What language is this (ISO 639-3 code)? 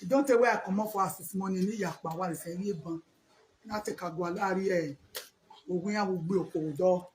pcm